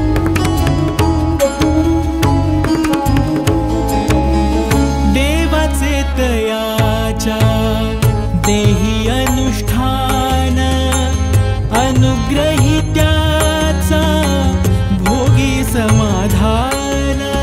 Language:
Marathi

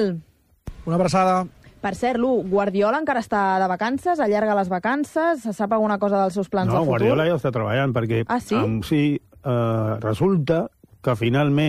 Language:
Catalan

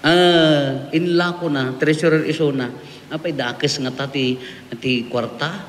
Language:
Iloko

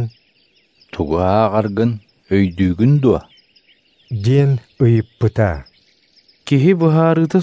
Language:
Yakut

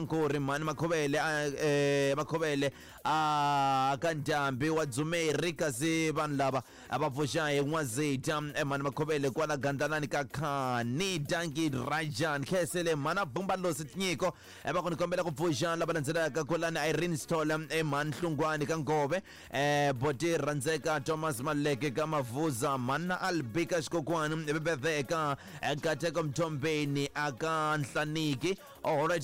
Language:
Tsonga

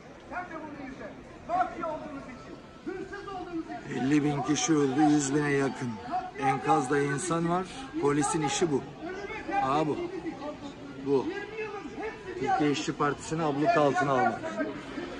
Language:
Turkish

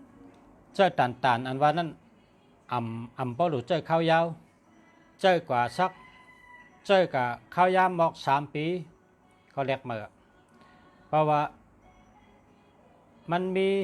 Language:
Shan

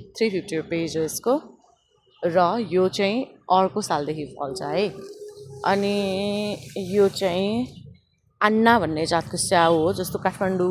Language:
Nepali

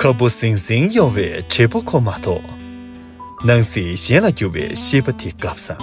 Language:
Tibetan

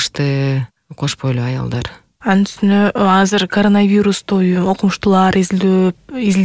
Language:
Kyrgyz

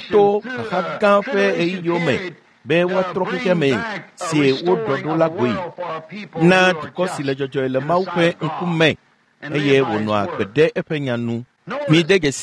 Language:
Ewe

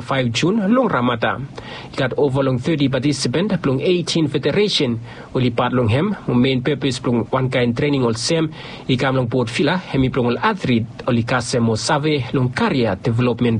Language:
Bislama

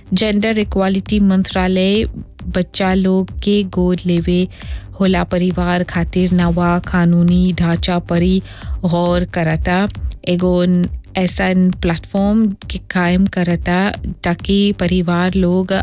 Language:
Bhojpuri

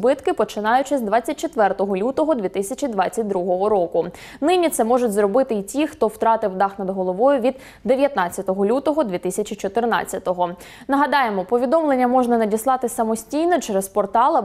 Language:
Ukrainian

